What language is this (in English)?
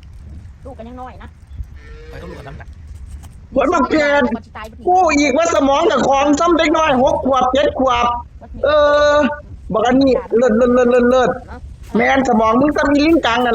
Northeastern Thai